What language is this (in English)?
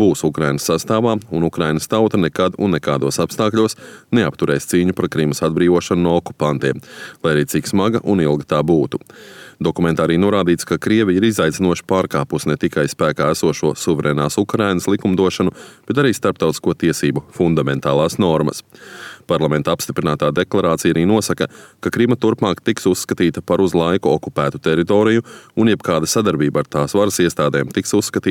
Latvian